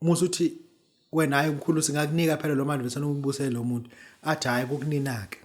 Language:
Zulu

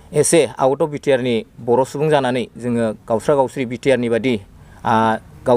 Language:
Bodo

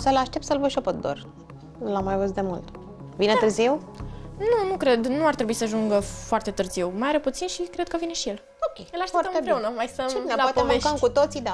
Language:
Romanian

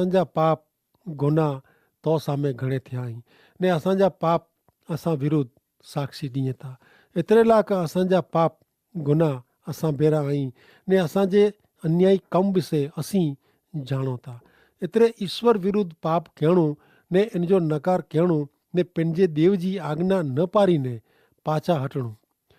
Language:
Kachhi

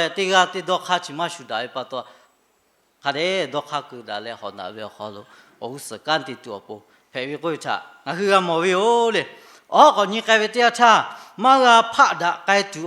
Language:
Lahu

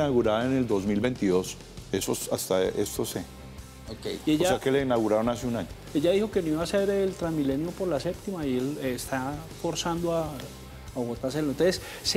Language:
Spanish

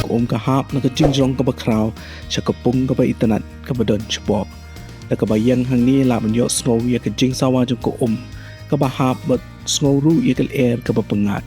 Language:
Khasi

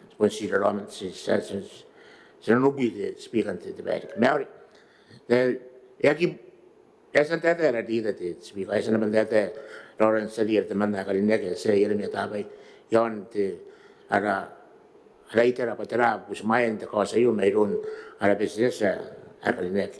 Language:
Gilbertese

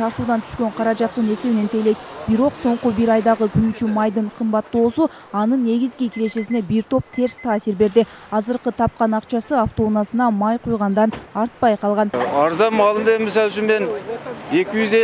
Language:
Kyrgyz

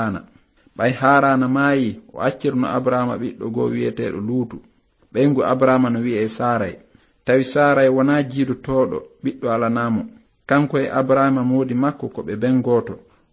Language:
Fula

